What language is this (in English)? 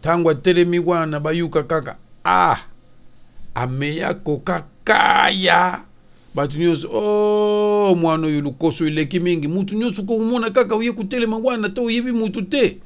Lingala